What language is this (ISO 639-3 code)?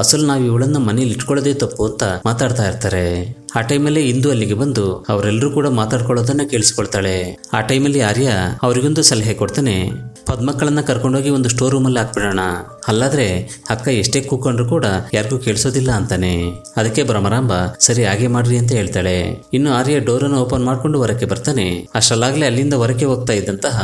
kan